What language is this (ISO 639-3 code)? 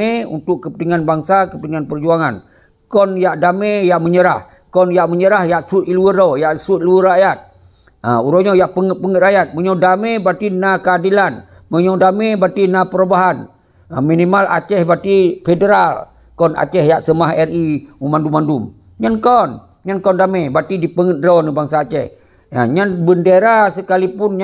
ace